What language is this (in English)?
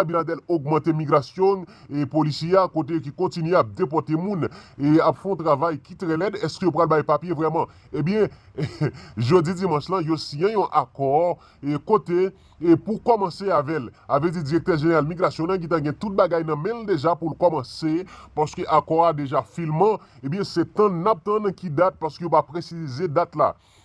Haitian Creole